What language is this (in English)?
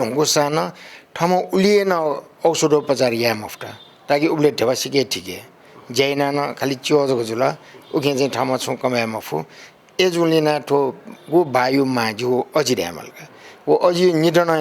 Newari